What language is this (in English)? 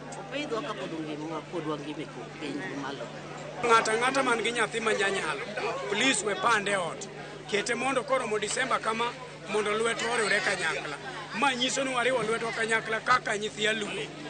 Luo (Kenya and Tanzania)